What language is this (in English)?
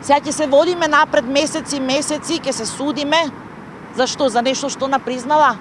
Macedonian